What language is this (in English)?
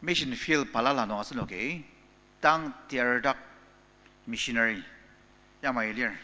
Ao Naga